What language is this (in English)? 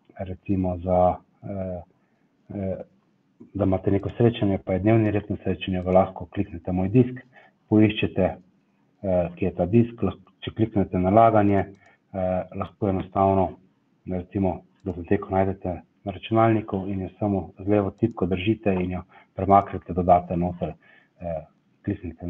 Slovenian